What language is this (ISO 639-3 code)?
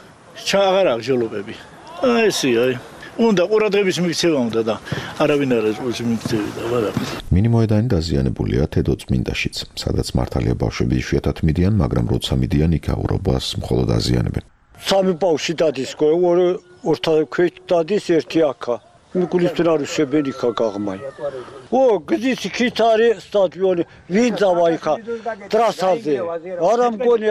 kat